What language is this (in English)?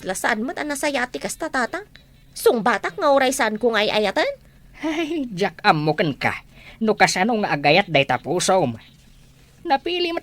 Iloko